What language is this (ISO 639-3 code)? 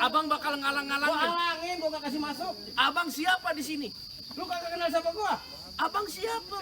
bew